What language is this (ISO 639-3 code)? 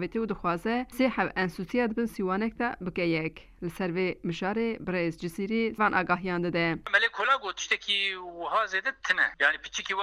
kur